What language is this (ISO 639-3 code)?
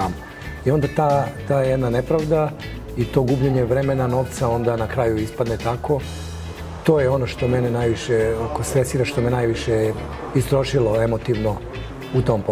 srp